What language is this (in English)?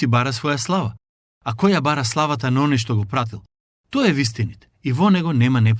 Macedonian